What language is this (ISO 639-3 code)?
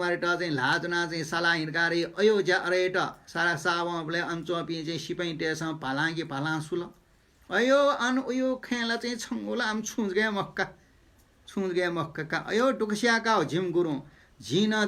new